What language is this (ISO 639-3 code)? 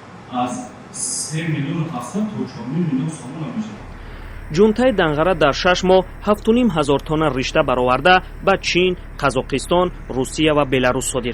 tgk